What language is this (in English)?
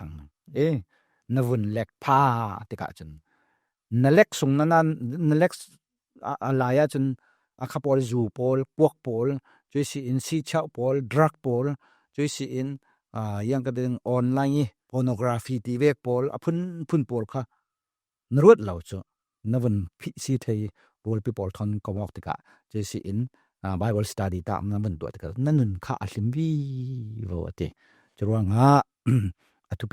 Falam Chin